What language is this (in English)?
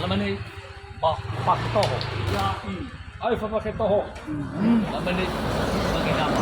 Nias